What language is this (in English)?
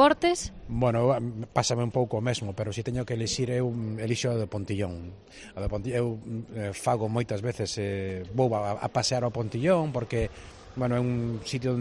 Galician